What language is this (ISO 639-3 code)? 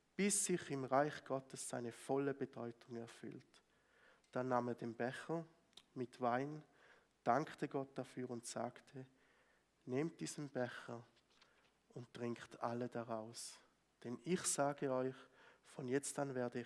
gsw